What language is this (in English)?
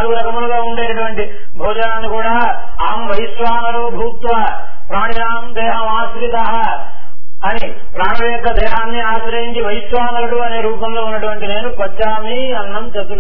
Telugu